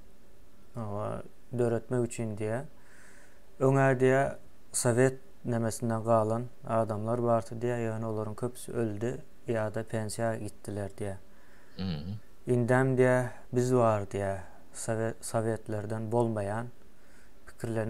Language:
Turkmen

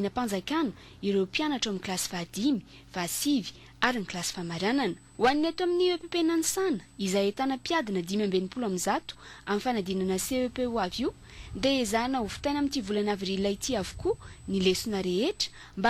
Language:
Malagasy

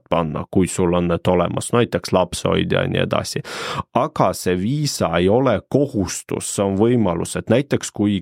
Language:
Estonian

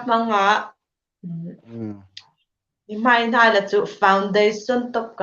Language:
Hmar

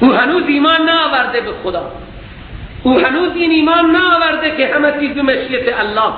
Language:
Persian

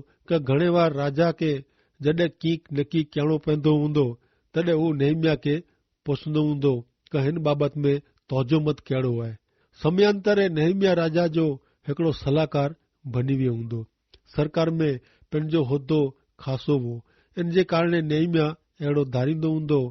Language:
Kachhi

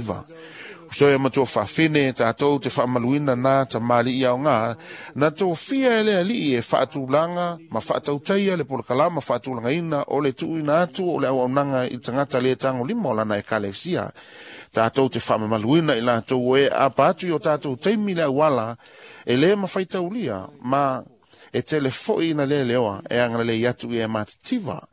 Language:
Samoan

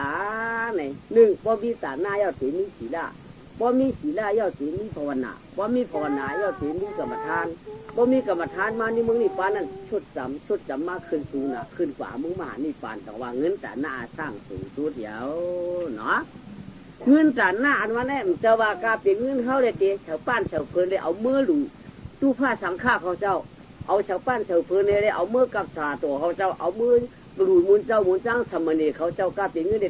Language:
Shan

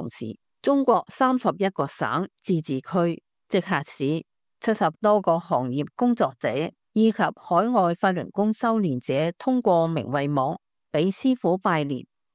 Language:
Cantonese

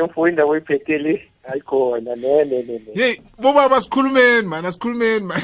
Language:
South Ndebele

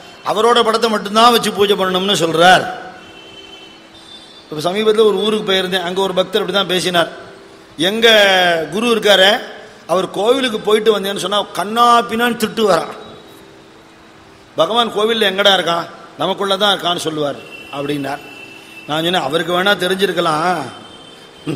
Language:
Tamil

